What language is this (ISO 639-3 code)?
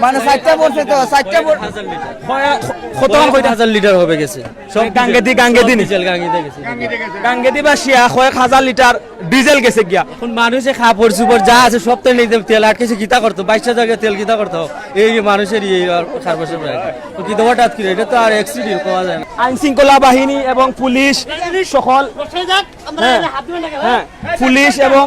syl